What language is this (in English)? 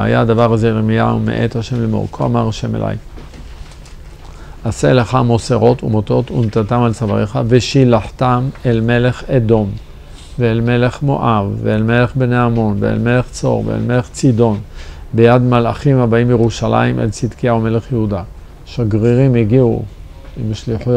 Hebrew